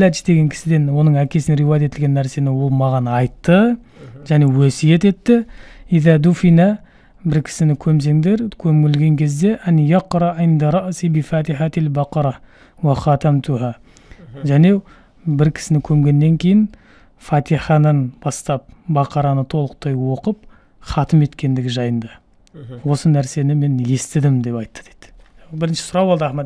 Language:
Kazakh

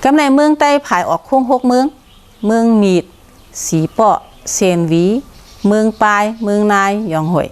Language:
Shan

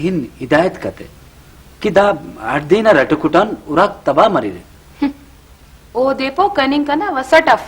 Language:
Brahui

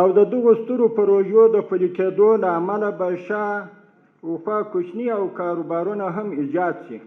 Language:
Pashto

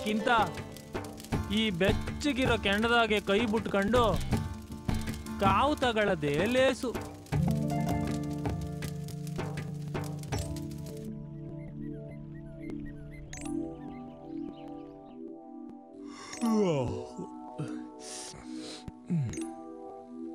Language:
Kannada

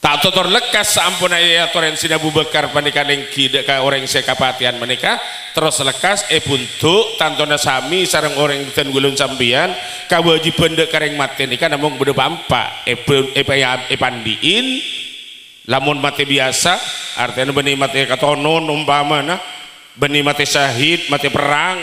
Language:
Madurese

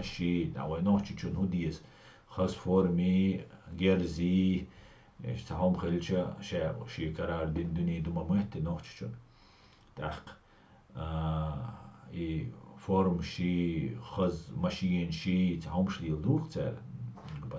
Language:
Chechen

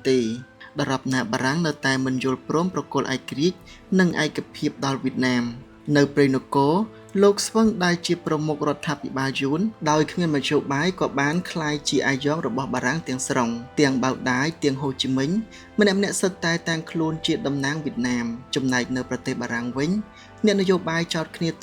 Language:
Khmer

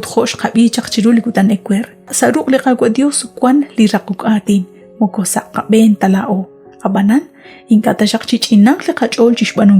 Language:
Kekchí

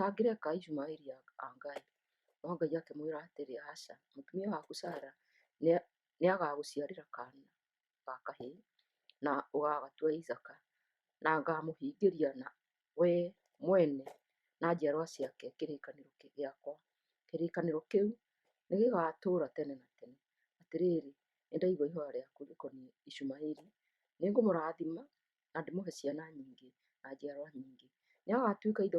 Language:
Kikuyu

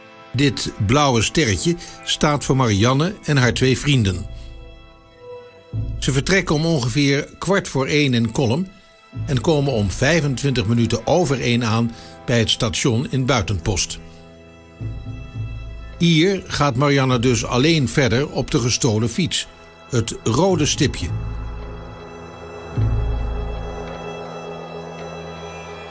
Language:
Dutch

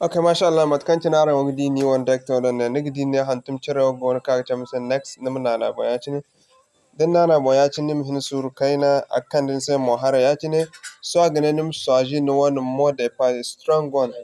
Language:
Zarma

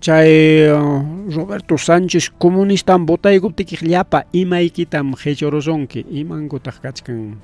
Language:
Ayacucho Quechua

